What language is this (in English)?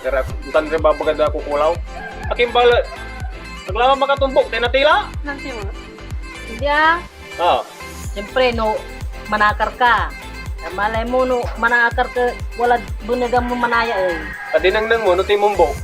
Pangasinan